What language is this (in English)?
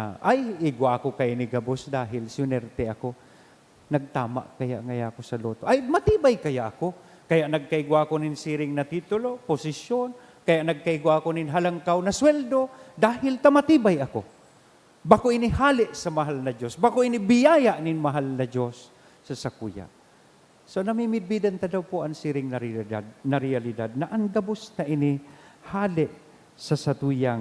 Bikol